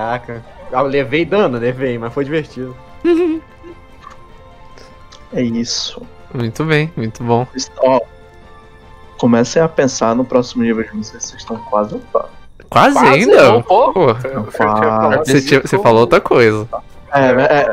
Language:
Portuguese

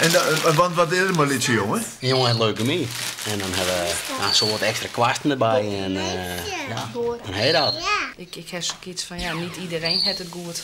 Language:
Western Frisian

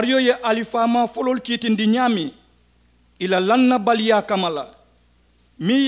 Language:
Mandingo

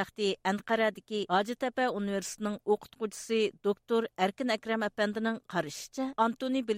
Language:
Uyghur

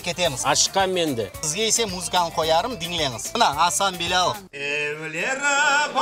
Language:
Crimean Tatar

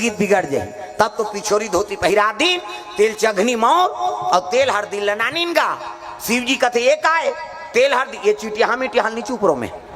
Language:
Chhattisgarhi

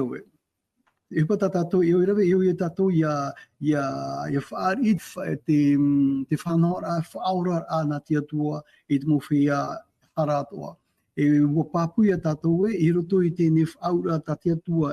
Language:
Tahitian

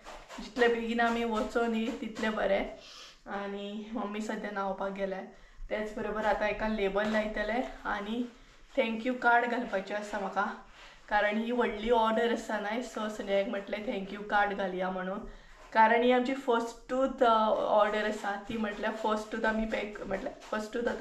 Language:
Konkani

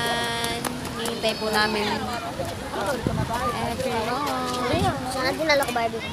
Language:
Filipino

